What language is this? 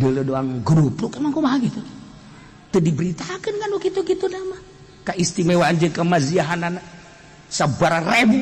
Sundanese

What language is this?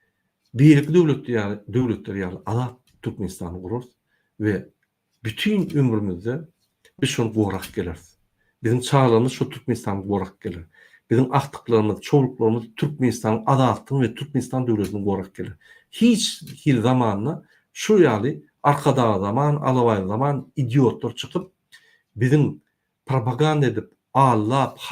Turkmen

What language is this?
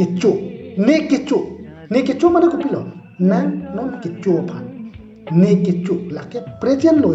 Karbi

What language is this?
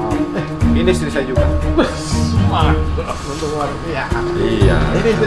Makassar Malay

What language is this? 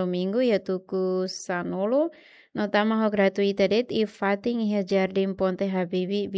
Tetum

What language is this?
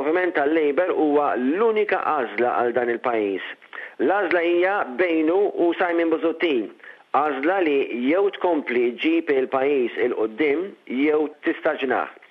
Maltese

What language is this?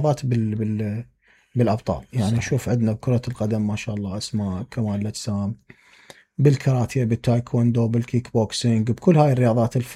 Mesopotamian Arabic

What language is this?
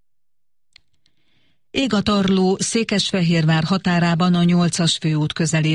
Hungarian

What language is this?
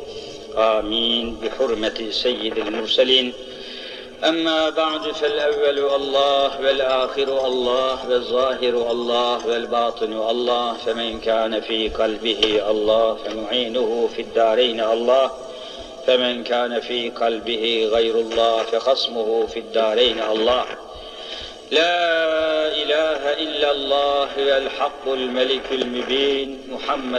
Turkish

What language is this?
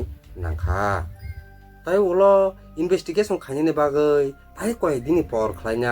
Kok Borok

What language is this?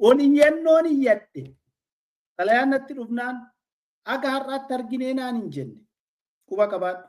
Oromo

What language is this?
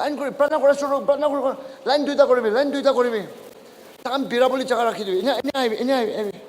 Naga Pidgin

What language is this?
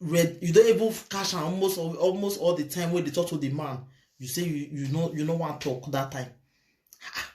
Nigerian Pidgin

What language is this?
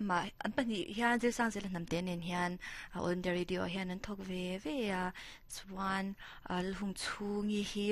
Mizo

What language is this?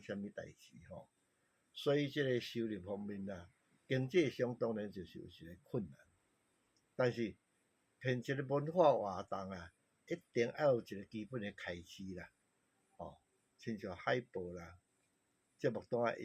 Min Nan Chinese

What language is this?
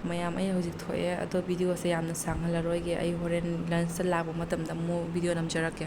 Manipuri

